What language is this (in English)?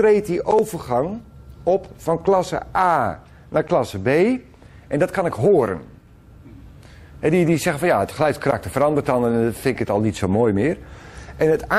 Dutch